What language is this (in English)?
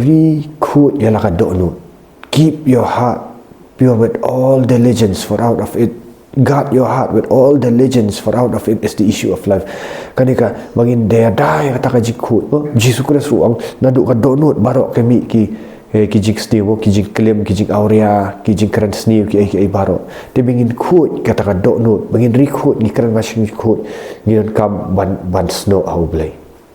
Khasi